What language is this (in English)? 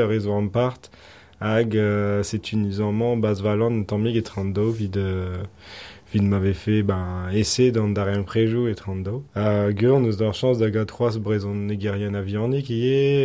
Breton